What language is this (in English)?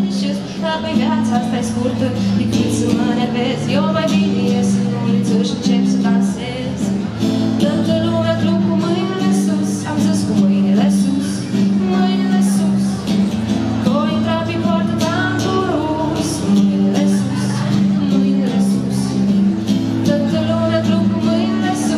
Romanian